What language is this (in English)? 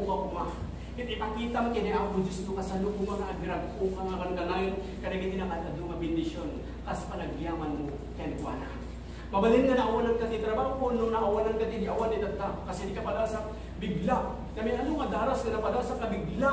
Iloko